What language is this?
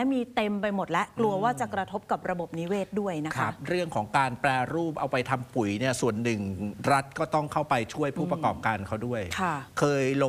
Thai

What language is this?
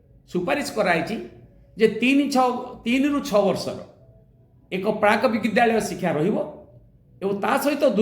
Odia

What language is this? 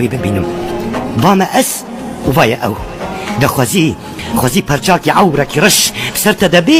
Kurdish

